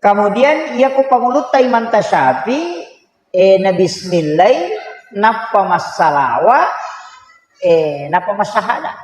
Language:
Buginese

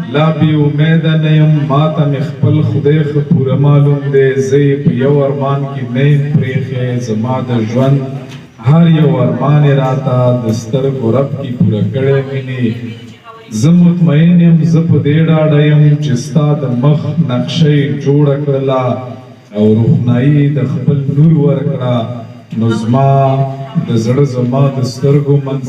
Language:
Pashto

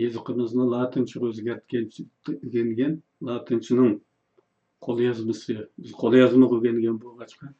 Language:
Uyghur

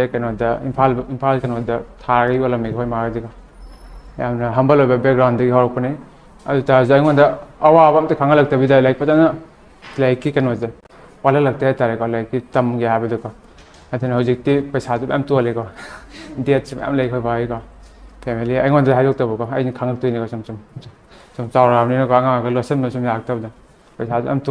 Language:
Manipuri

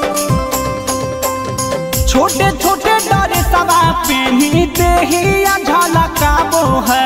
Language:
Bhojpuri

